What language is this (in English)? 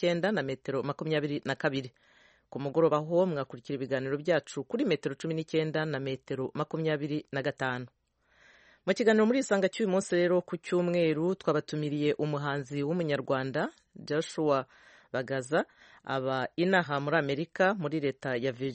Kinyarwanda